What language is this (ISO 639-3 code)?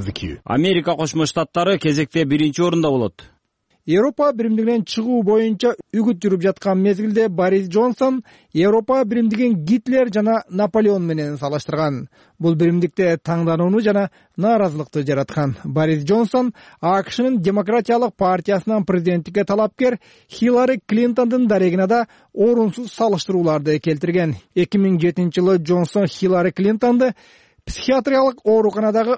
kir